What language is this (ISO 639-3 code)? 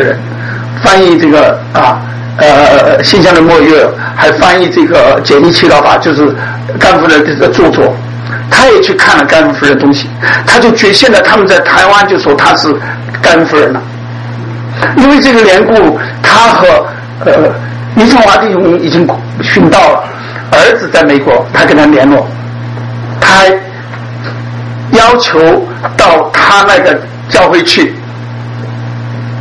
zho